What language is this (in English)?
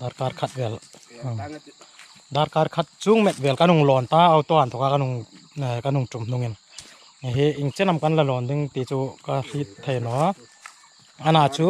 Hmar